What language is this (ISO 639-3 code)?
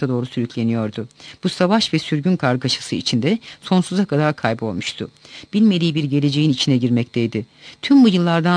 tur